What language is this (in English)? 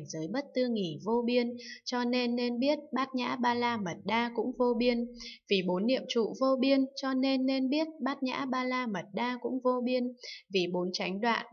Vietnamese